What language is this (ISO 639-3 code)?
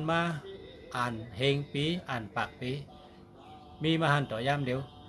shn